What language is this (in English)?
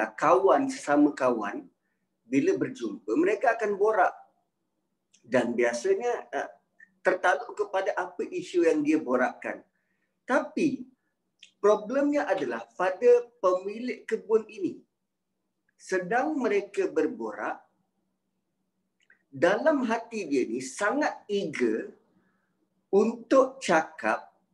Malay